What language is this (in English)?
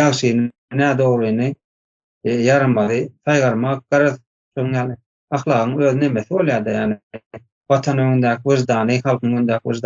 Turkmen